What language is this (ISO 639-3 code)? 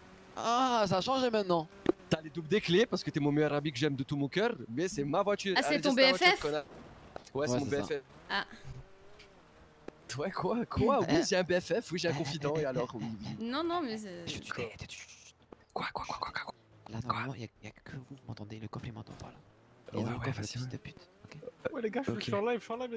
fra